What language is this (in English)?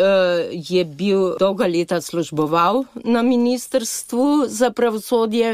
Slovenian